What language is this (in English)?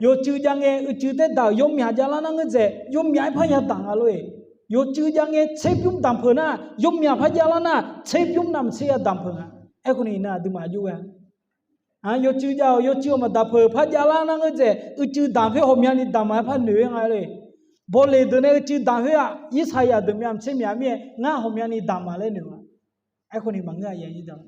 Akha